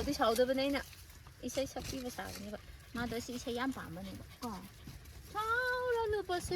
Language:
Manipuri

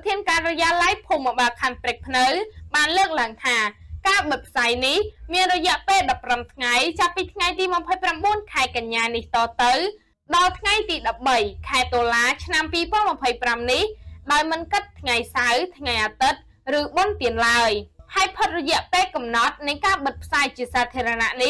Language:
Khmer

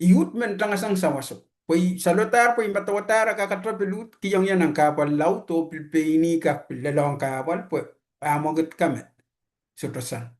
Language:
Pohnpeian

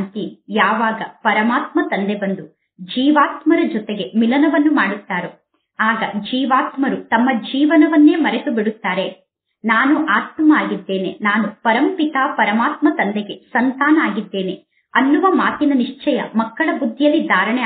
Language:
Kannada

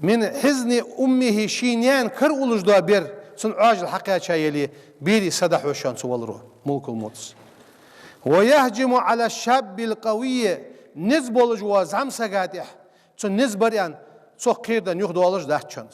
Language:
Ingush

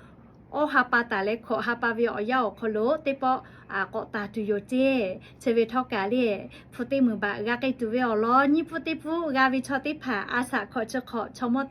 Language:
Lahu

